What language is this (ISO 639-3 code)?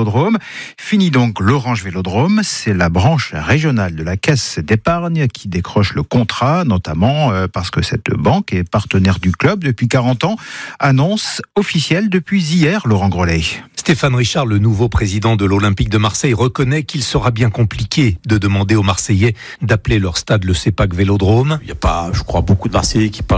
fra